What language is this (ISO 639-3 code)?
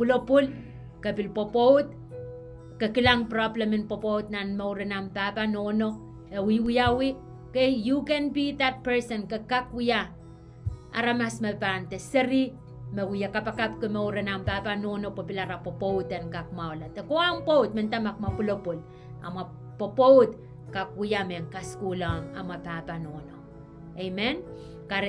pon